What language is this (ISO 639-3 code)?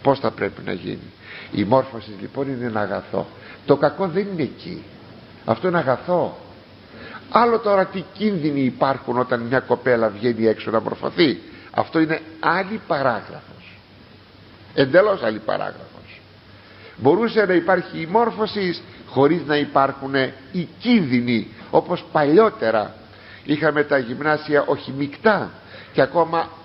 ell